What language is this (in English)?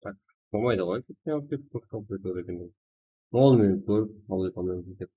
Kara-Kalpak